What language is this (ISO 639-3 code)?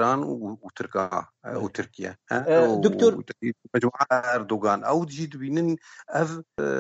kur